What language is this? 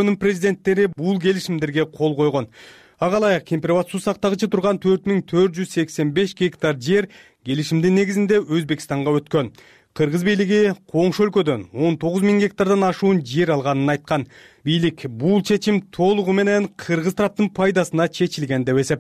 Kyrgyz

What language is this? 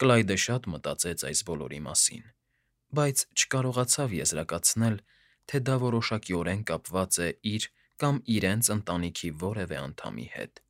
Armenian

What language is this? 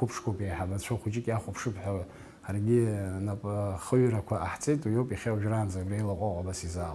Abkhazian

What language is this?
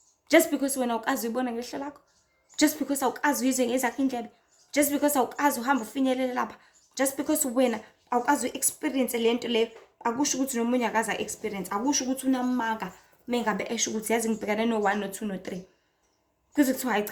Zulu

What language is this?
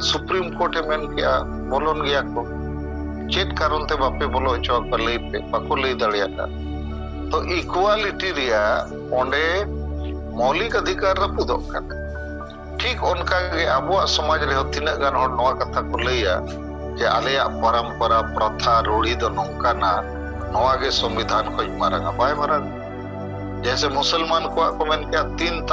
Santali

